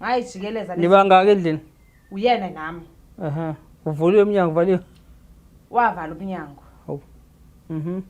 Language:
Zulu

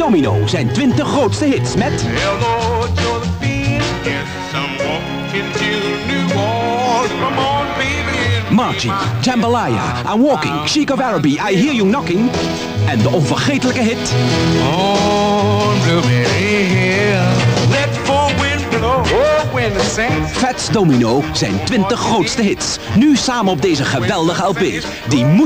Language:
Dutch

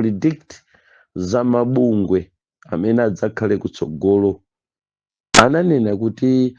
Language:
Nyanja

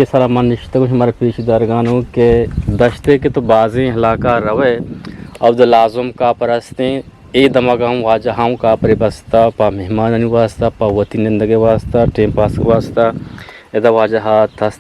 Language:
Eastern Balochi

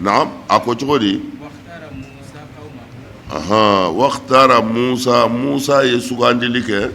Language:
Bambara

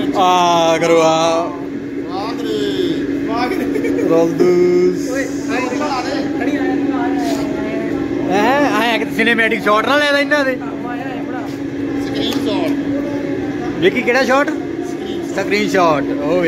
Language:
Punjabi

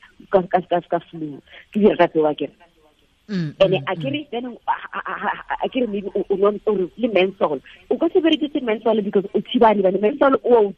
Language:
Tswana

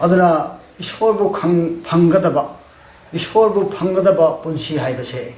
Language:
Manipuri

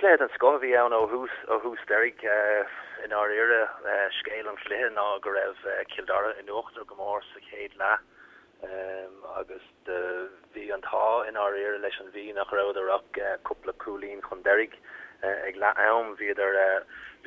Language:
Irish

